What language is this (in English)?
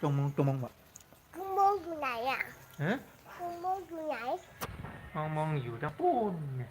Shan